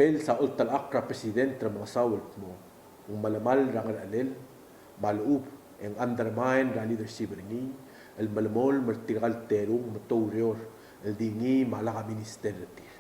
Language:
Palauan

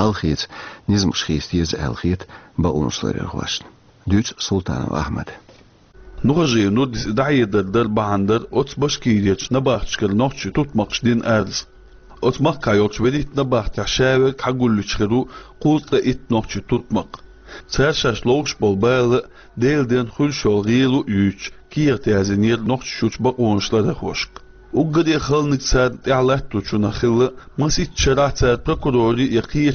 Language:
Chechen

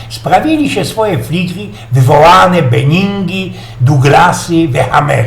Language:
Silesian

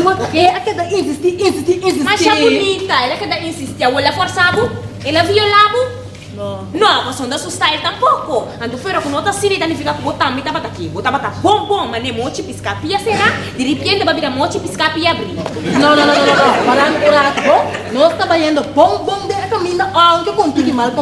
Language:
Papiamento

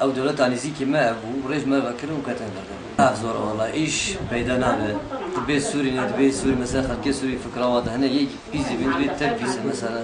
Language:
Kurdish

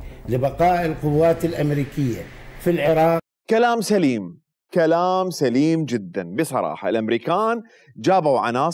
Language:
Mesopotamian Arabic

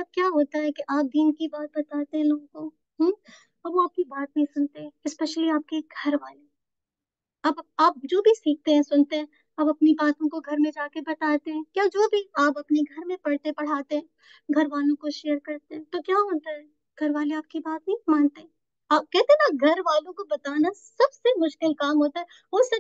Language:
Urdu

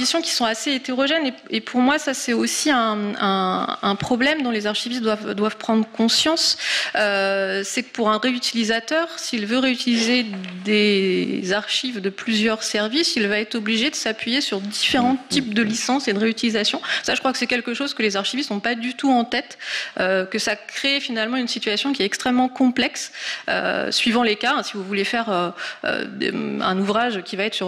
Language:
French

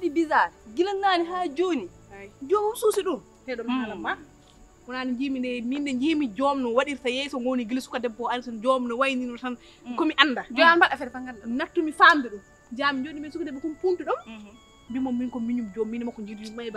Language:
Fula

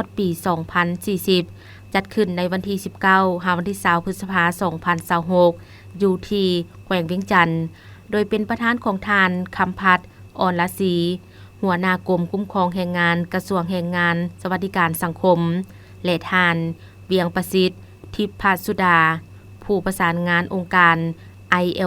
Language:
Lao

